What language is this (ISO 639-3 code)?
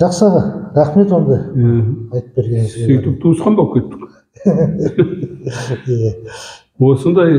kaz